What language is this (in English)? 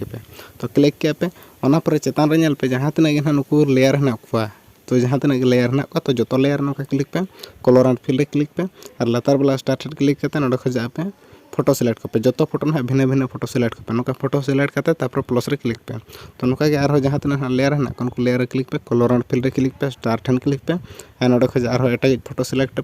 Santali